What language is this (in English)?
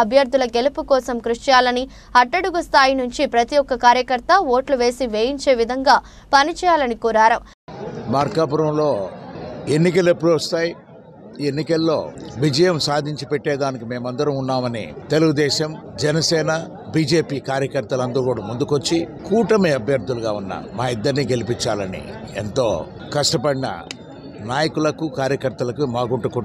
Telugu